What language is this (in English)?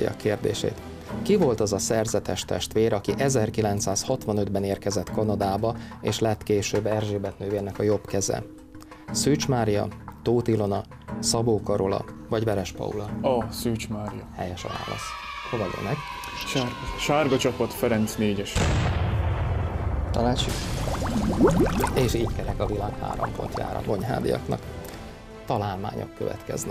Hungarian